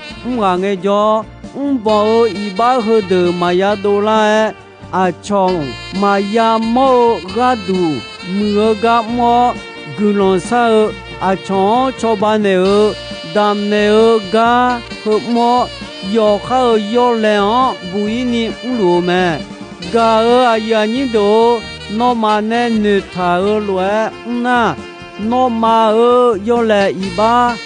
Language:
Akha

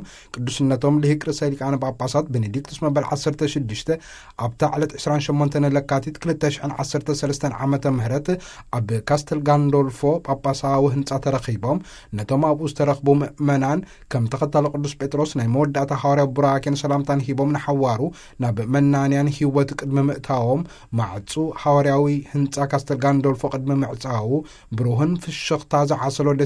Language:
Tigrinya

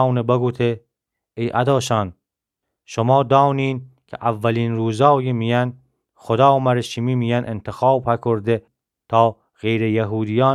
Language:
Gilaki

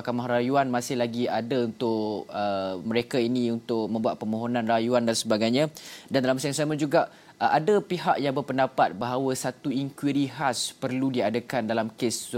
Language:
Malay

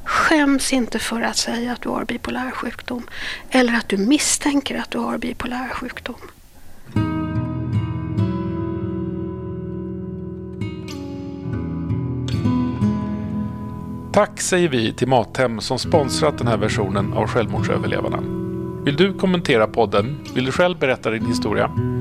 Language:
Swedish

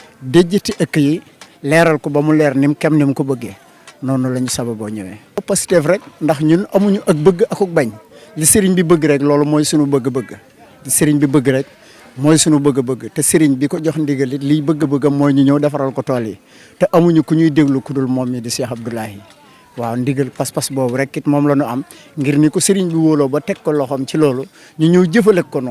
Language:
Wolof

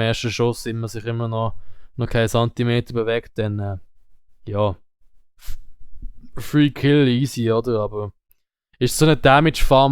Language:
Swiss German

